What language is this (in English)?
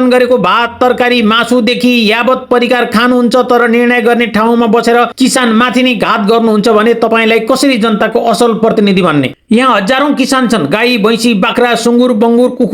Nepali